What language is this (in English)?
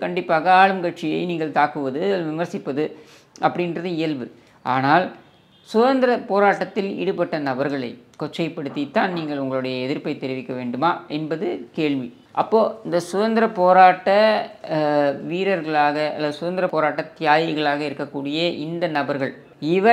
Tamil